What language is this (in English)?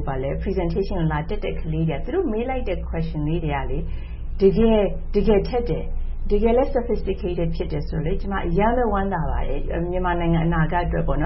Burmese